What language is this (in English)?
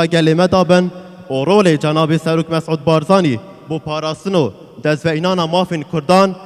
Kurdish